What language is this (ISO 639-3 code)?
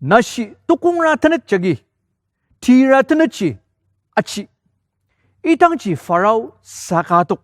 njo